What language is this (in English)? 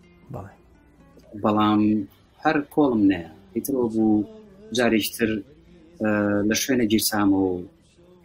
Central Kurdish